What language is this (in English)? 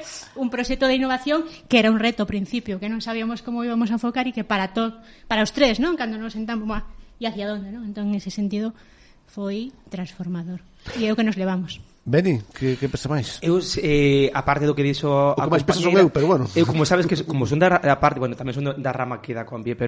Galician